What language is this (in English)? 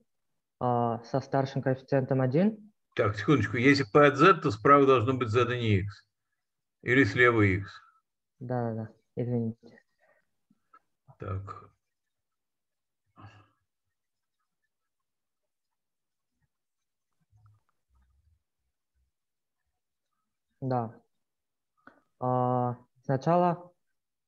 Russian